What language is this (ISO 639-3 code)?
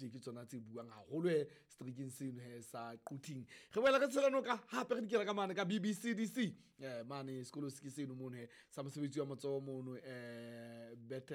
sot